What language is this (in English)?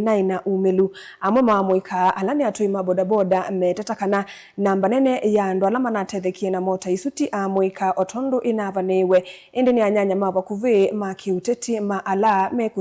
Kamba